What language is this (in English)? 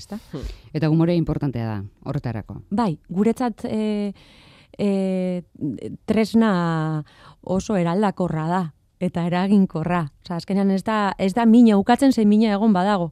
Basque